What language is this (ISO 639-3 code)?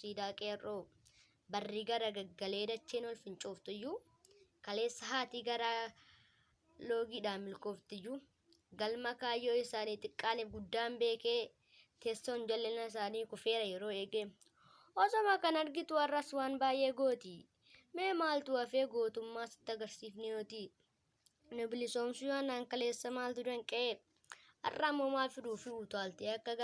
orm